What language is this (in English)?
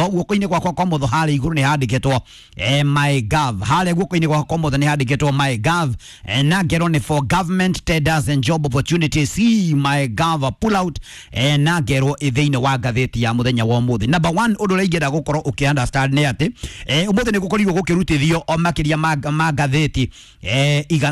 Kikuyu